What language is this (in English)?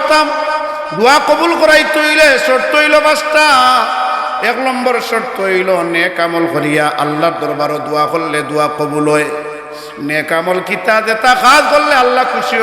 Sylheti